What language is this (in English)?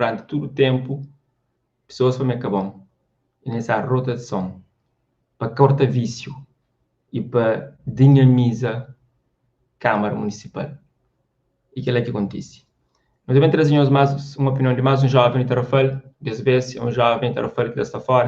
Kabuverdianu